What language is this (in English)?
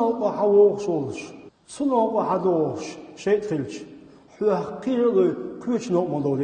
Chechen